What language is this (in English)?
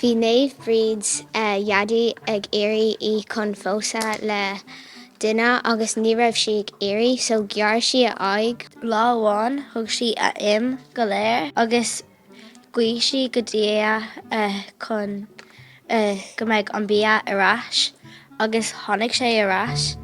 Irish